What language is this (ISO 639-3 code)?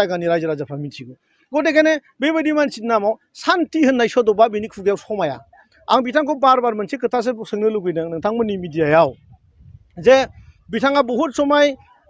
brx